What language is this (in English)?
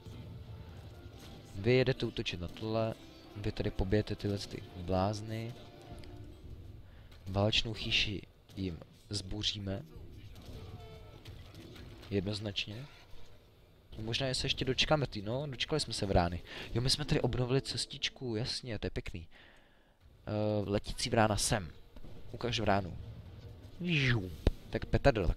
Czech